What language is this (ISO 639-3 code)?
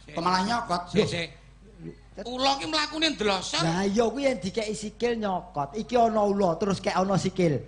jav